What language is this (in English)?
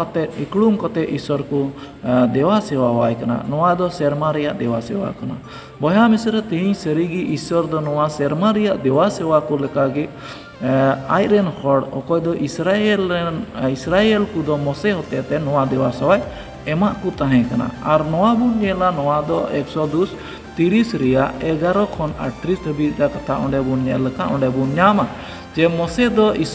Santali